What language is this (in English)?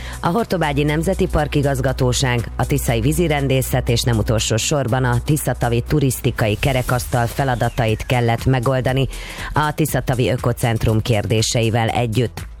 Hungarian